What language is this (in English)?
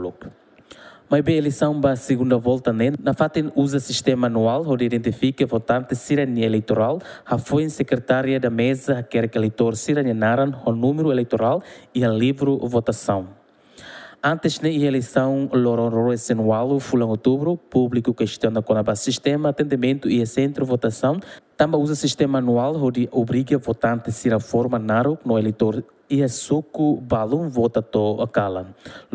Tetum